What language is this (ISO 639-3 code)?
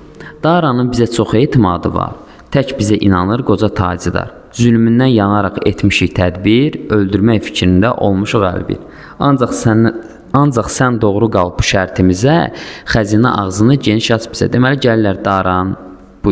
aze